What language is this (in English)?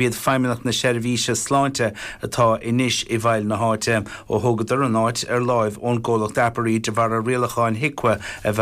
Irish